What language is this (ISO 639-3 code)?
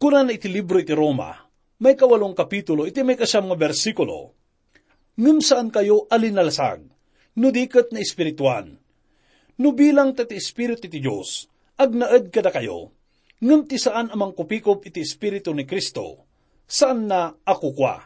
ilo